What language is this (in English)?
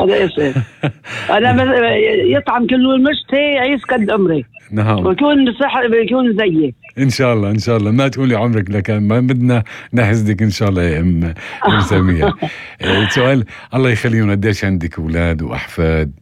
North Levantine Arabic